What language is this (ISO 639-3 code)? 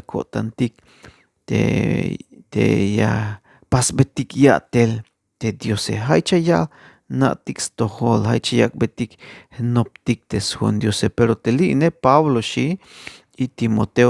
tzh